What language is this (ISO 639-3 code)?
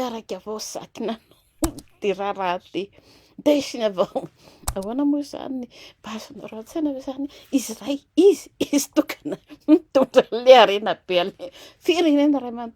mlg